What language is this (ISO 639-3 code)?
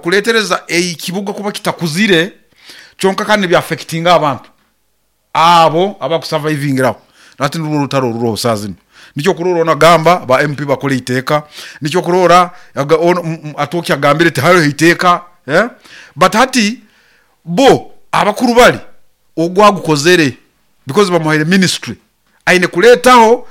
nyo